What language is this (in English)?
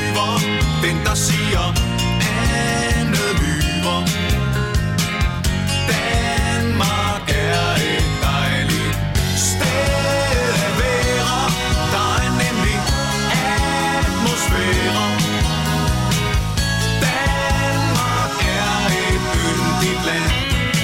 Danish